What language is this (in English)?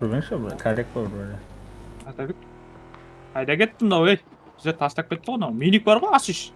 Kara-Kalpak